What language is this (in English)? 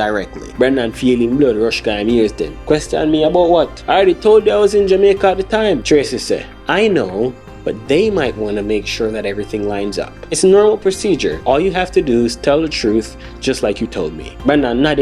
Jamaican Creole English